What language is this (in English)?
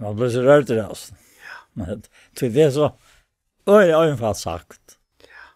Faroese